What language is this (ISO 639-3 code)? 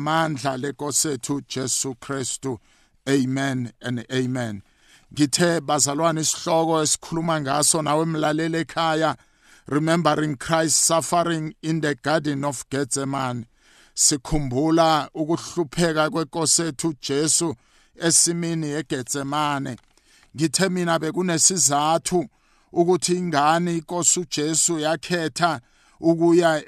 nbl